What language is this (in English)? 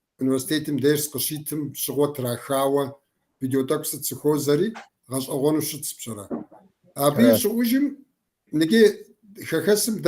Kabardian